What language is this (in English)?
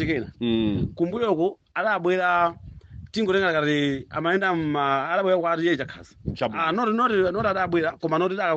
Nyanja